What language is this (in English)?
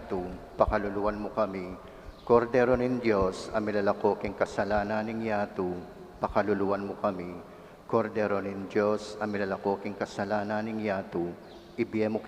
Pampanga